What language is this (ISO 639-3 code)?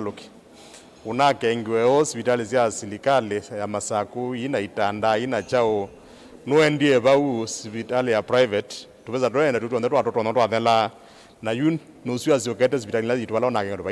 kam